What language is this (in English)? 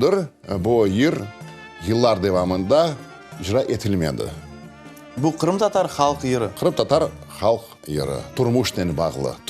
Crimean Tatar